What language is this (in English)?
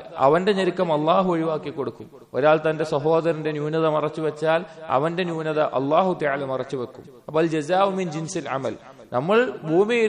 Malayalam